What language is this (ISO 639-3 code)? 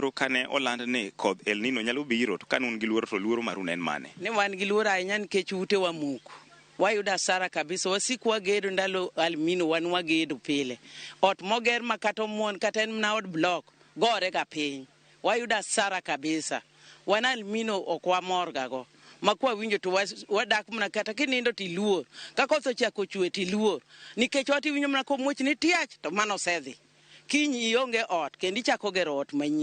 luo